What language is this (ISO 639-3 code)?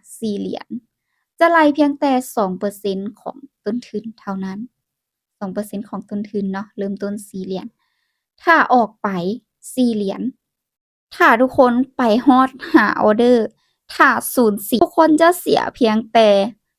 lao